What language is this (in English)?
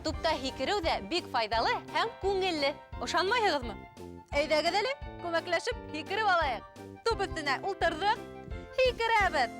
Bashkir